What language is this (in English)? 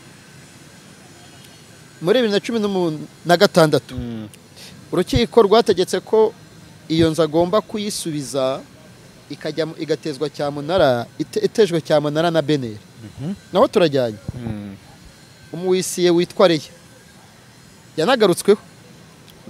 Kinyarwanda